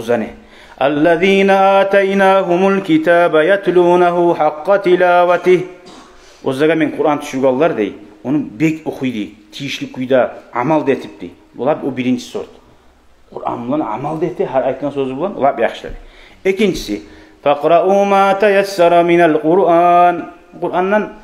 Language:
Kumyk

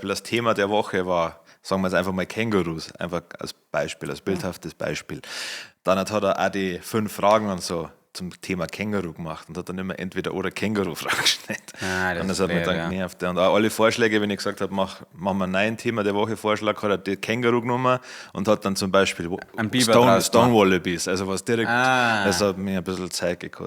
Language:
Bavarian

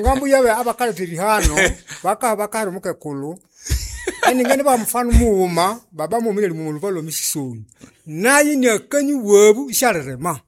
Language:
Nande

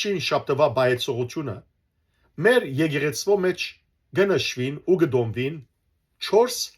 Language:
Western Armenian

